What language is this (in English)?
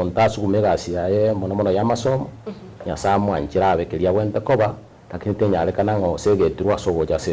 Gusii